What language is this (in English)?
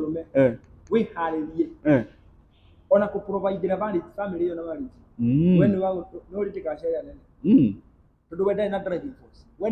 Kikuyu